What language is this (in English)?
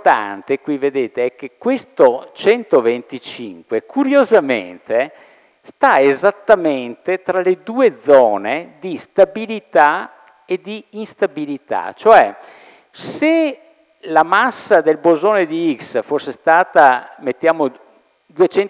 Italian